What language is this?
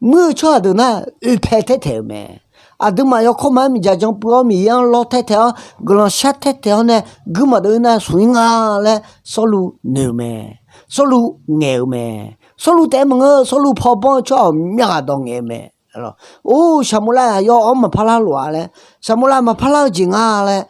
Akha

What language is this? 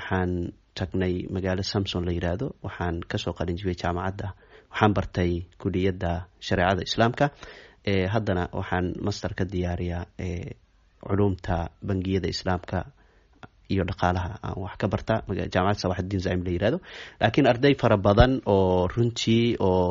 Somali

